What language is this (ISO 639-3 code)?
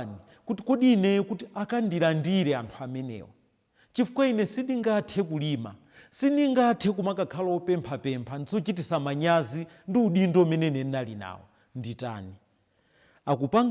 nya